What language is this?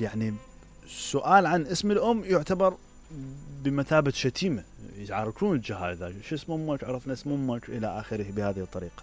Mesopotamian Arabic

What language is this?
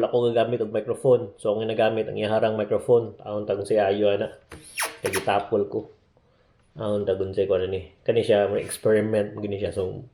Cebuano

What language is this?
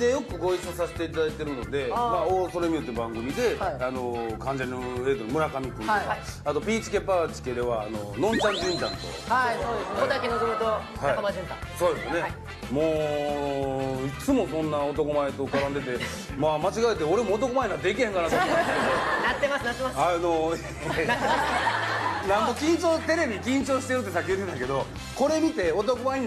Japanese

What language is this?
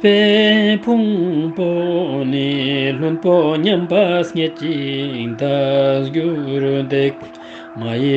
Ladakhi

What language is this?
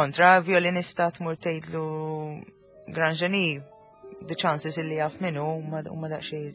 Maltese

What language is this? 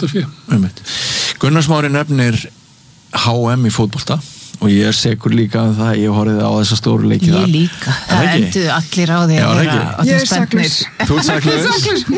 Icelandic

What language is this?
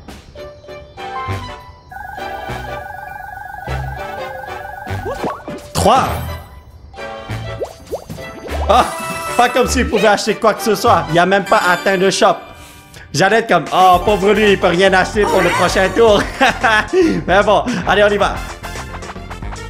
French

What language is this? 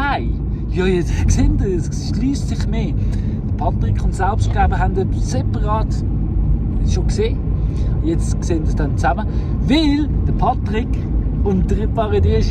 Swiss German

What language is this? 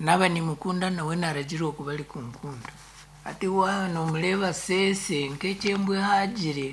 Nyankole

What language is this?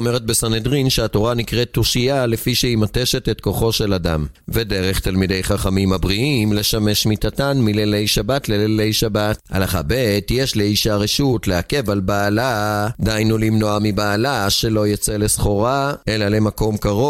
Hebrew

